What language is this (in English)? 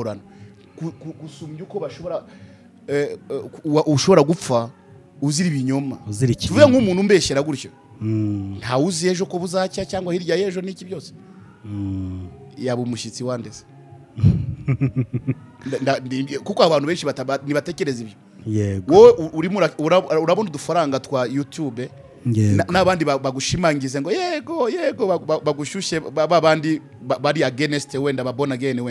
Kinyarwanda